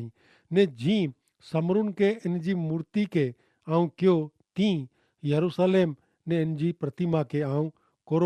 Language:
Kachhi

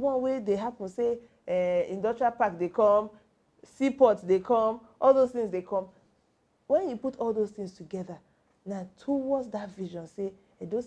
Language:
Nigerian Pidgin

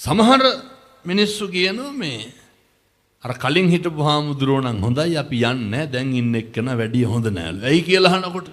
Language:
Sinhala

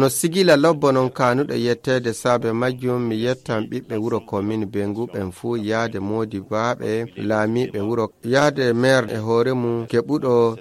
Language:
Fula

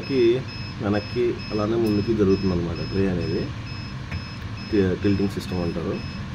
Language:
Telugu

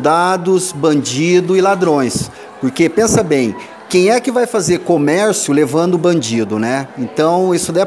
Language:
Portuguese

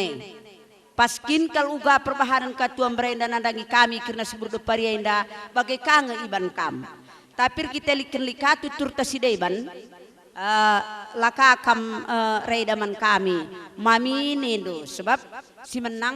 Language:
Batak Karo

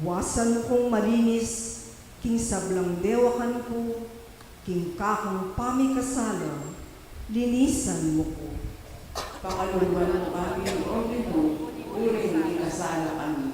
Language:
Pampanga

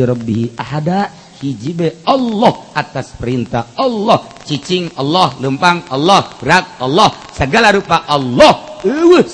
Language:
Sundanese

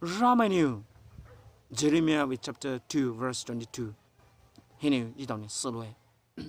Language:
Poumei Naga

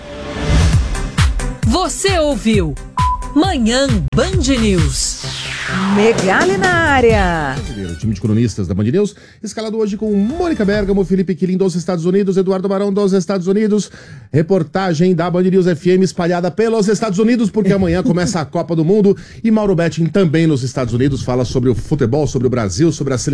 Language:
Portuguese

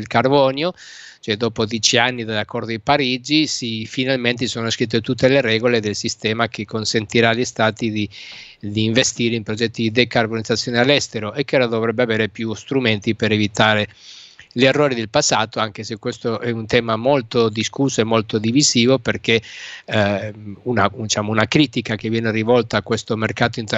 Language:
Italian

